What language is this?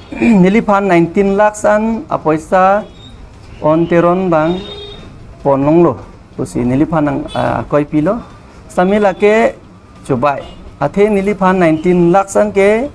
Karbi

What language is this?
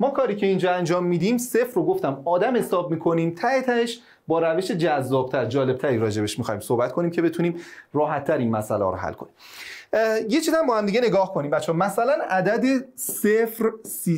Persian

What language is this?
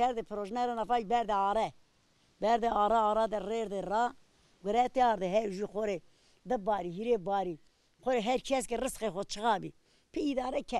Zaza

